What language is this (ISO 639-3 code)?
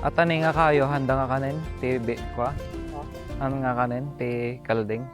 ilo